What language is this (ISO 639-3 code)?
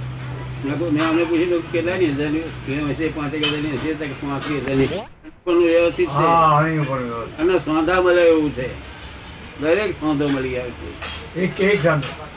guj